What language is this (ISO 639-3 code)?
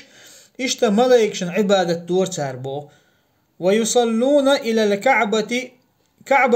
che